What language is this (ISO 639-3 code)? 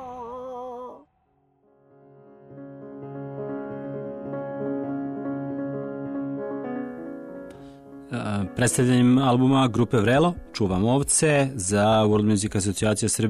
srp